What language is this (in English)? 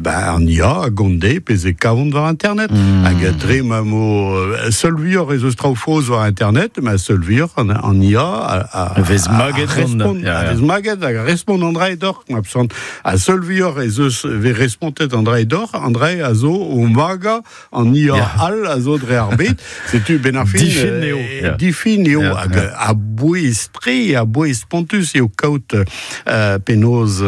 Breton